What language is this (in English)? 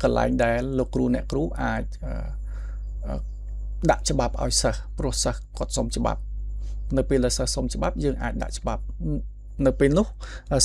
Khmer